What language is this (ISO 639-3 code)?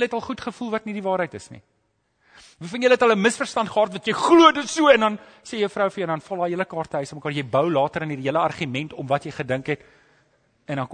afr